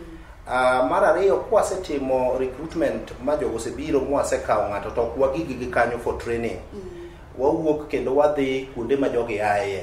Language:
Luo (Kenya and Tanzania)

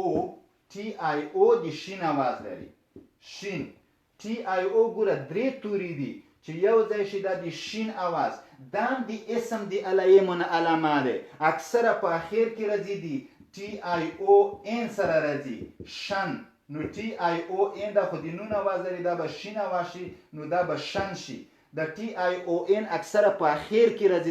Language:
Pashto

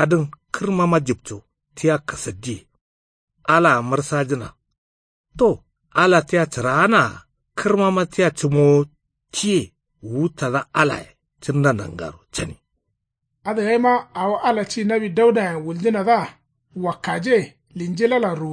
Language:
Kanuri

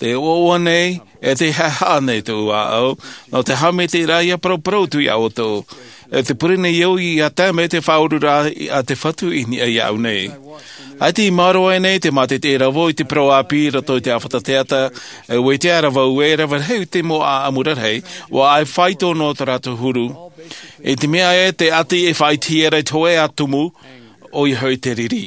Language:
Tahitian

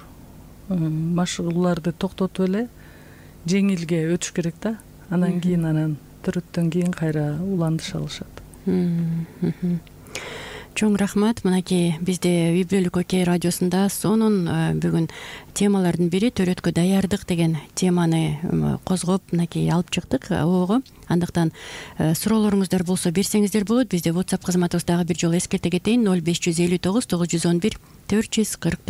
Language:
Kyrgyz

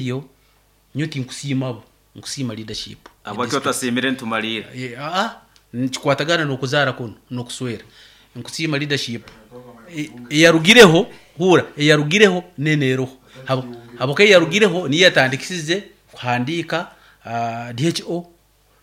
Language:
Nyoro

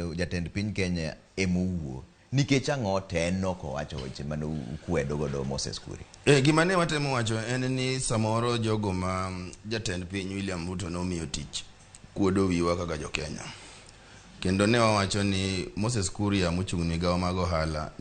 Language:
Luo (Kenya and Tanzania)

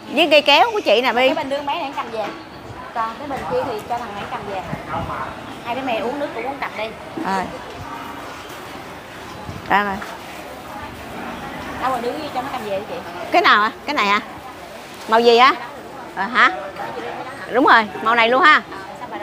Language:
Vietnamese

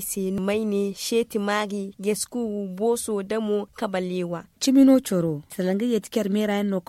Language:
Zarma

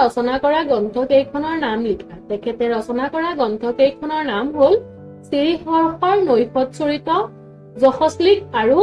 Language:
Assamese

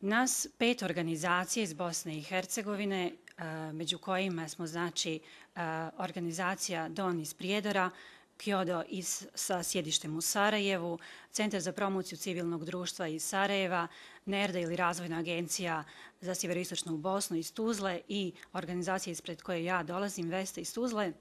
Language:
Bosnian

